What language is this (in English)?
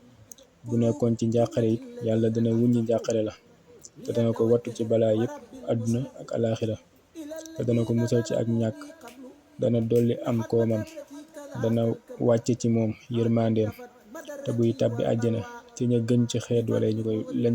Wolof